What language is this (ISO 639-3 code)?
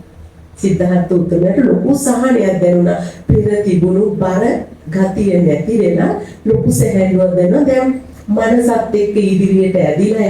sin